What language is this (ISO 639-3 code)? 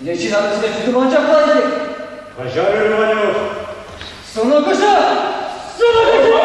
chv